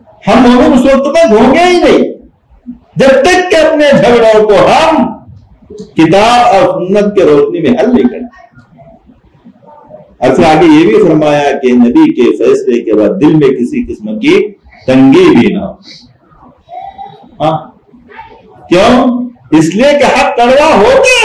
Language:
Urdu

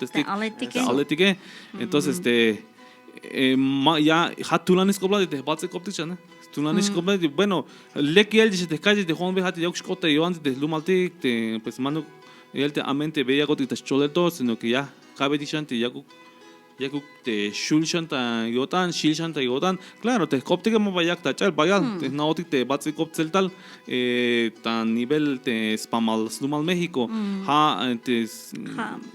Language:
Tzeltal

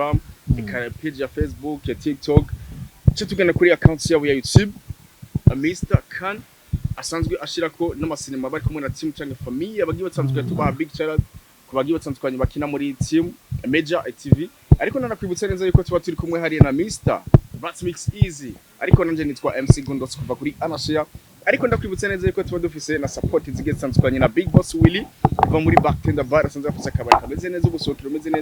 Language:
Rundi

